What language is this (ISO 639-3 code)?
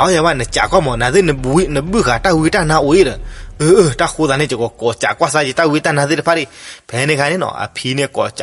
ksw